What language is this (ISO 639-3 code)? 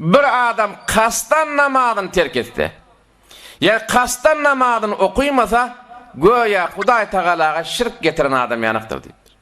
tuk